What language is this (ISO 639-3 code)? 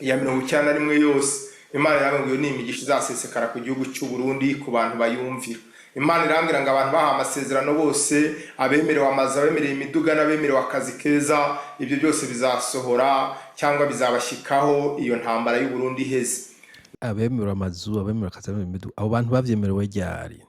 run